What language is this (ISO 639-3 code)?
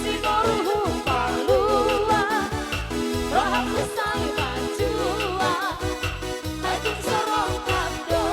bts